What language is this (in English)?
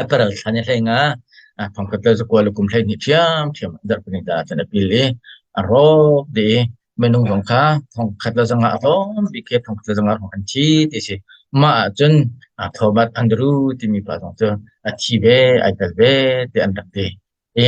Hakha Chin